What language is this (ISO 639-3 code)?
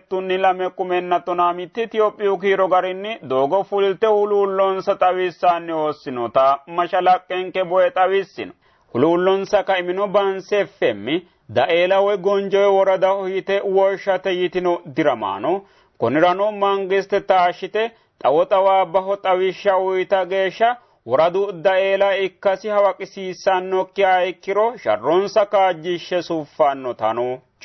sid